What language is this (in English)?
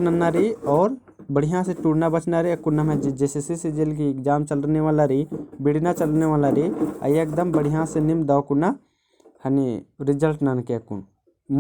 Kurukh